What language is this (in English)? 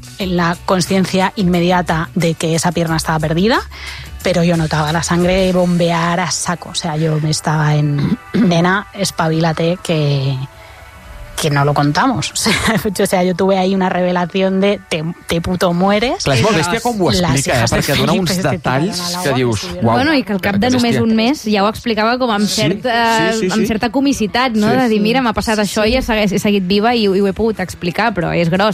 Catalan